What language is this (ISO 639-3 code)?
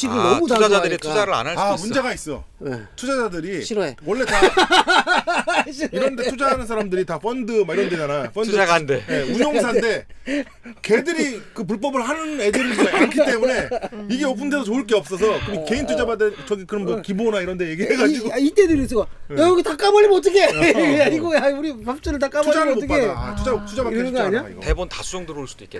kor